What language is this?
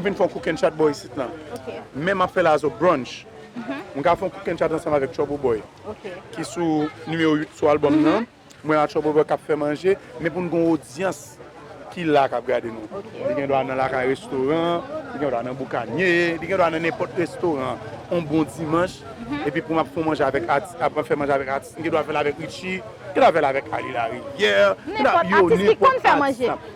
Haitian Creole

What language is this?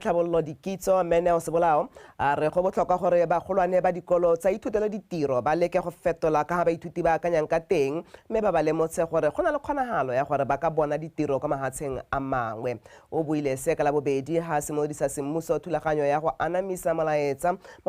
Tswana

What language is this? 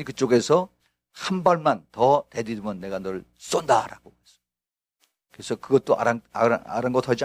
Korean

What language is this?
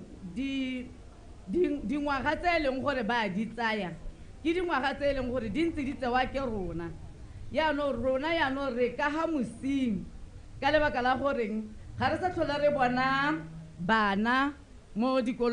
Tswana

